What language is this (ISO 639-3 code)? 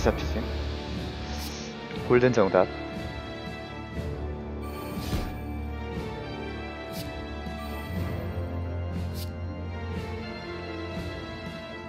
kor